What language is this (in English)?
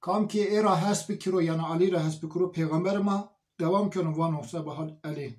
Zaza